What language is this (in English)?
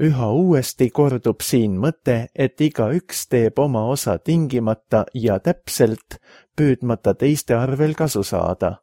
Estonian